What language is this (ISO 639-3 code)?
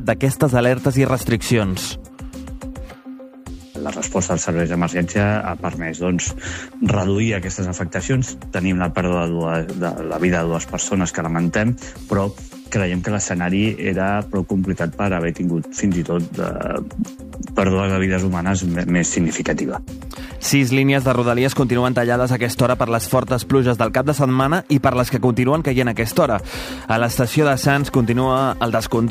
cat